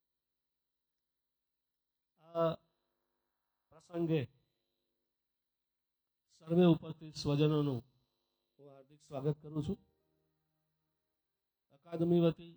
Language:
Gujarati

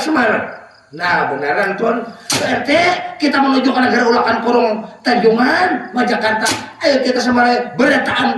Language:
Banjar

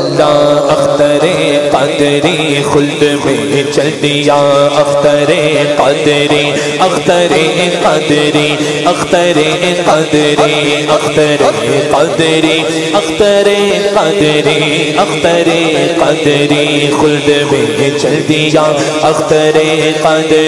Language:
Urdu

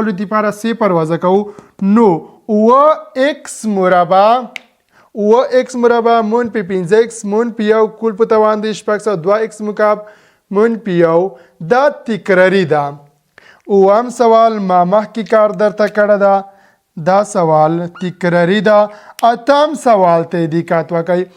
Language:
Pashto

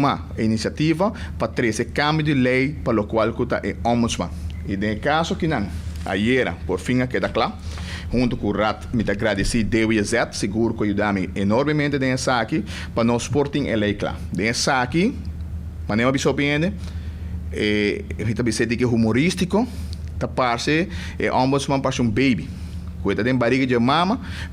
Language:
Papiamento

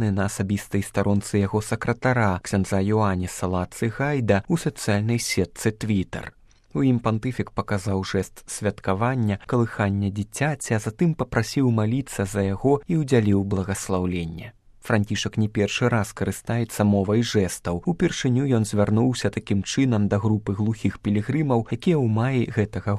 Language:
Belarusian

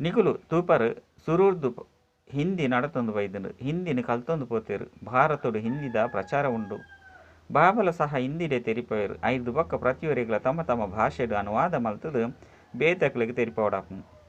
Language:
Tulu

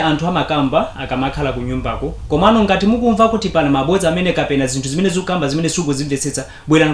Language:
Nyanja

